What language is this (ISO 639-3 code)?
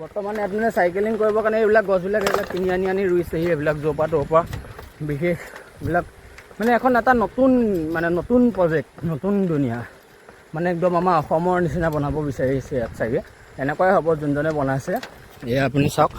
asm